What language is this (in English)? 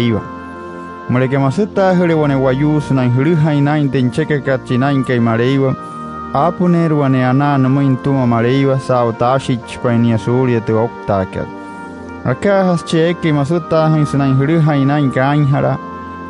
Wayuu